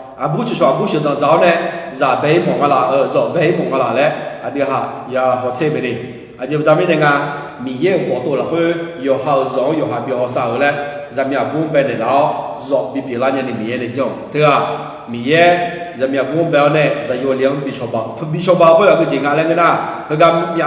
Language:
Akha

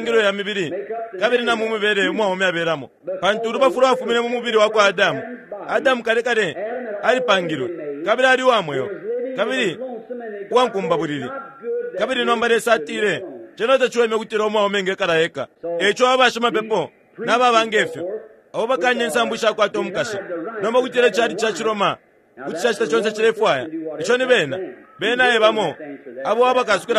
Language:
Bemba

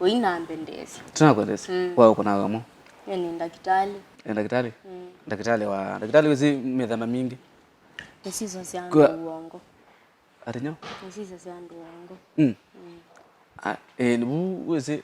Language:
Kamba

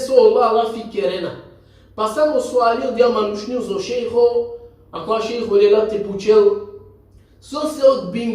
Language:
Balkan Romani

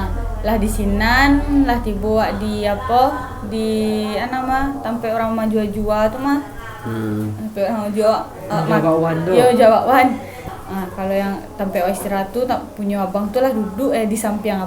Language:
Minangkabau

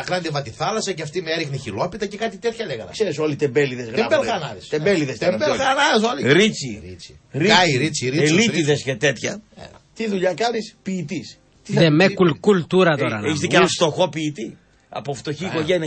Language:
Greek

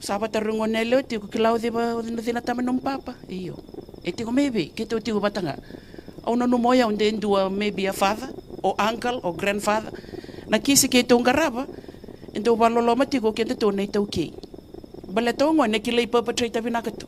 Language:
Fijian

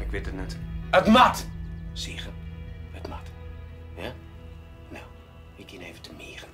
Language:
Western Frisian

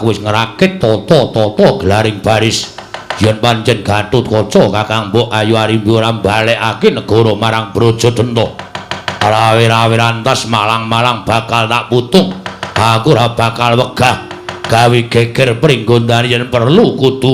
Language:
Javanese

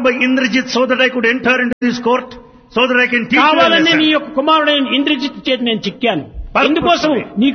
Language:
Telugu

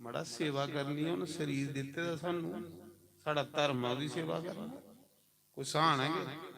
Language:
Dogri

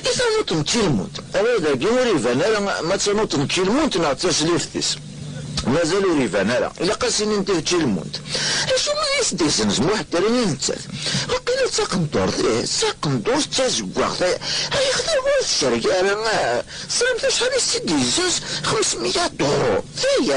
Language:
Kabyle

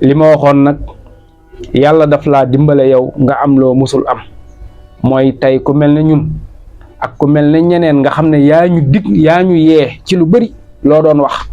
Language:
Wolof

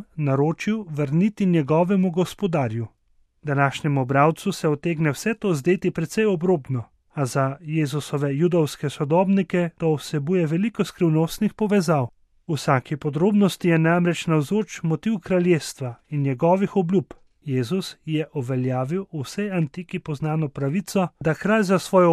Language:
Slovenian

